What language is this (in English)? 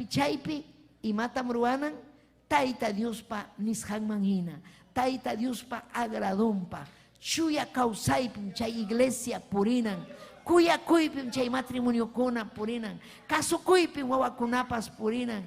Ayacucho Quechua